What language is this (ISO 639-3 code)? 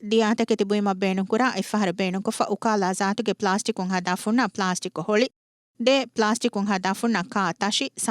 div